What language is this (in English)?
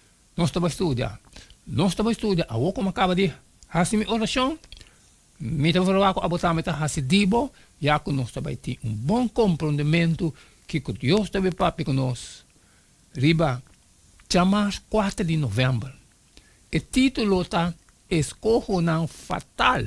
Papiamento